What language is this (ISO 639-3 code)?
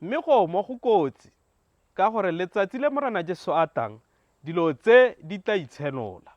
tsn